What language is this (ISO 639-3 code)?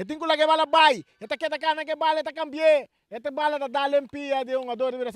pap